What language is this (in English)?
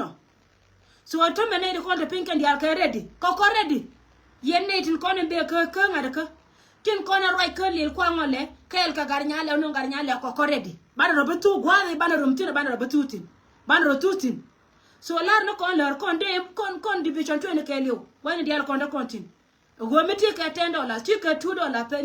Nuer